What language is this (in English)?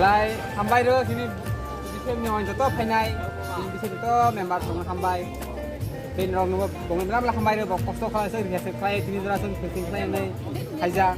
Kok Borok